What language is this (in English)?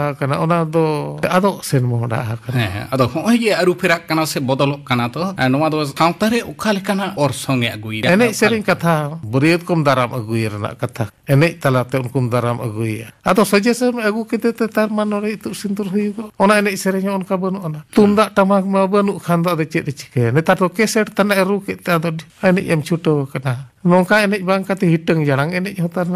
Santali